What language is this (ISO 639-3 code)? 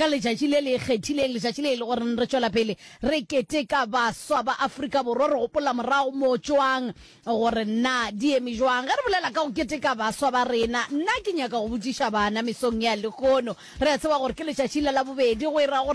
nso